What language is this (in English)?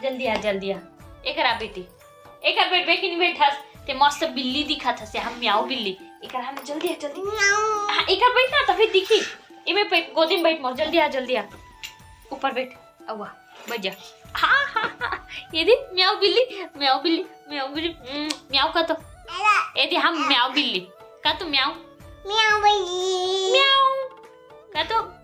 Chhattisgarhi